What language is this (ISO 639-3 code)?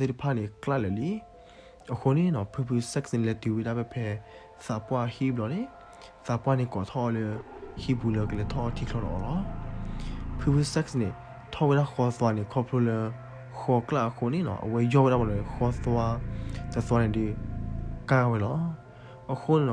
ksw